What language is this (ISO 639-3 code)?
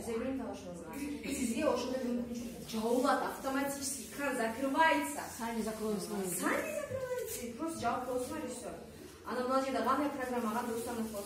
kir